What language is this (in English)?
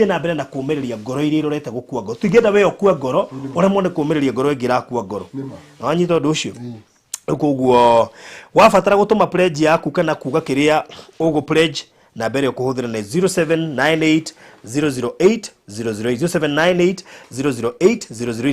Kikuyu